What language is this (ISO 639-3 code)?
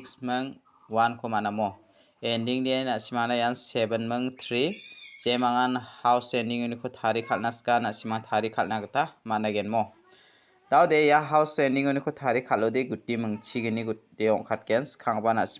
grt